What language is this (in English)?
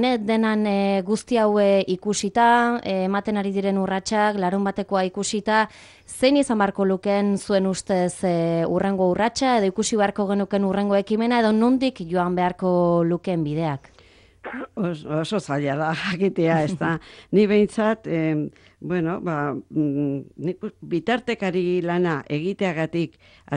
Basque